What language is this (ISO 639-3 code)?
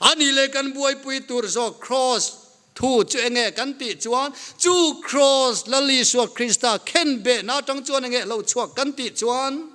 lus